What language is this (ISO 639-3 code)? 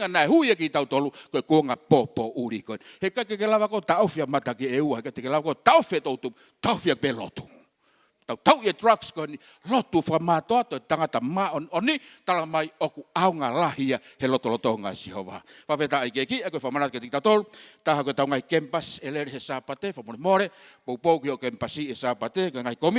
ton